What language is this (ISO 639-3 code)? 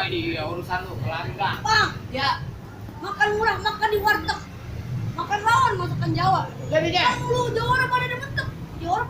bew